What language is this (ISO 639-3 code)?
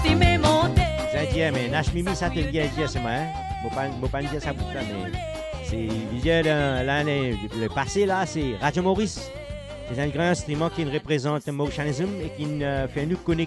mfe